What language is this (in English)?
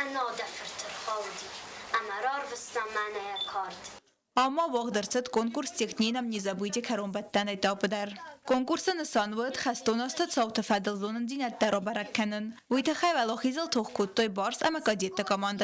Ossetic